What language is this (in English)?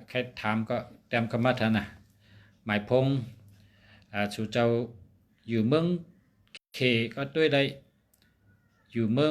Shan